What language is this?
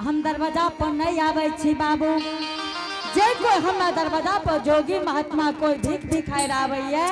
Angika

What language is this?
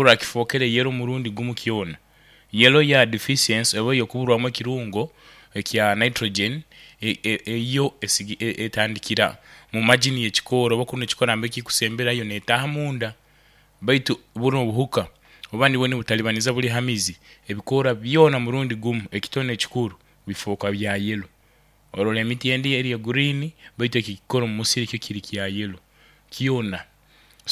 Nyoro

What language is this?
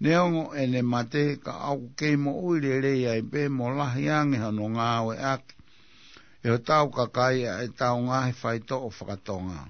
Tongan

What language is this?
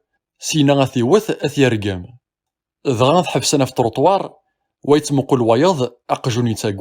Kabyle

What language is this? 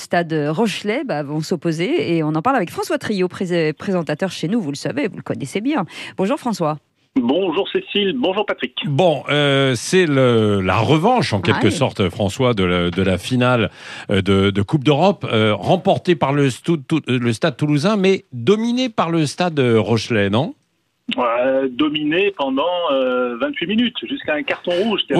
French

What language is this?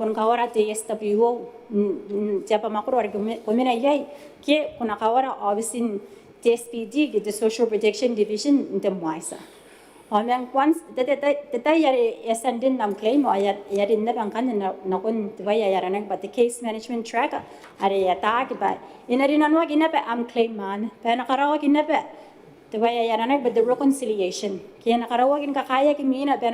Gilbertese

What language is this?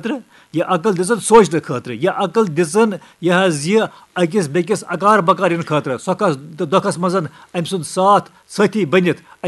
Kashmiri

